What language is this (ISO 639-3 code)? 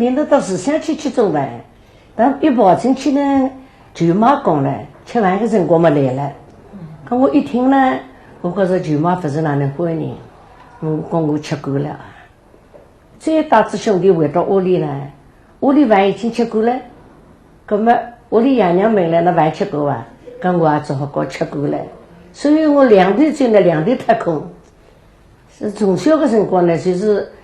wuu